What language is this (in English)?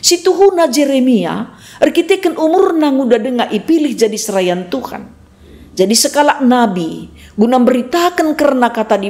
Batak Karo